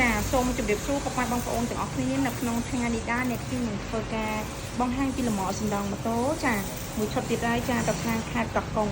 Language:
Khmer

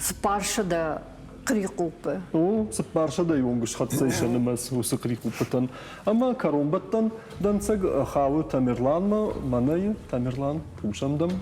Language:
Ossetic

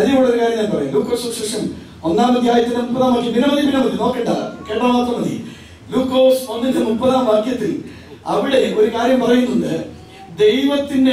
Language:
Malayalam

